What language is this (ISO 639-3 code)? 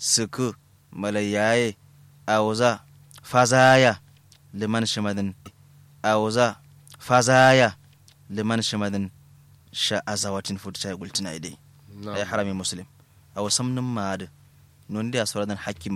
kau